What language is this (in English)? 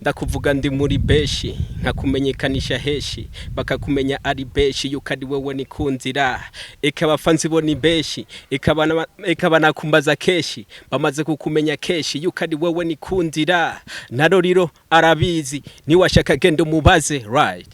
Rundi